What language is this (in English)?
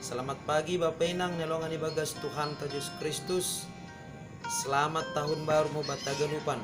Batak Simalungun